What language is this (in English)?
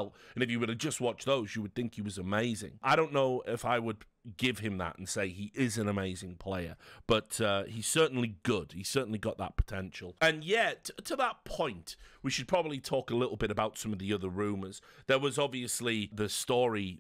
English